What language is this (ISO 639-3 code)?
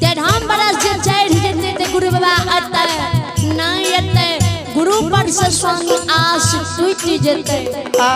mai